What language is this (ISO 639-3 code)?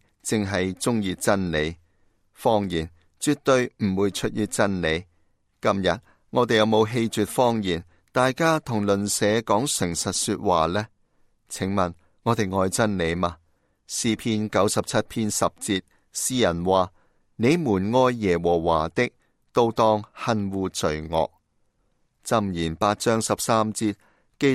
yue